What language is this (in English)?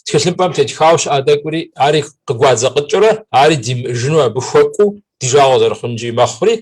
Kabardian